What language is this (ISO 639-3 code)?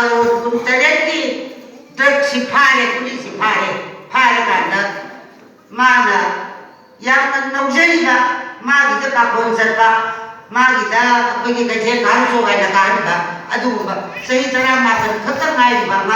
mni